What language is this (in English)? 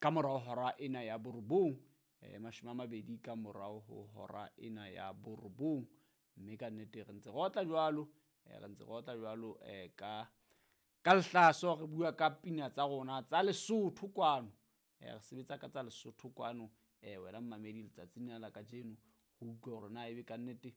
Southern Sotho